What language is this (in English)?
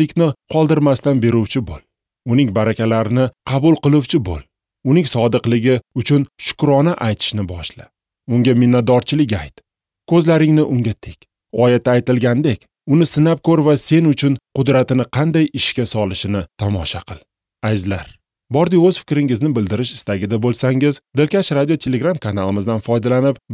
Uzbek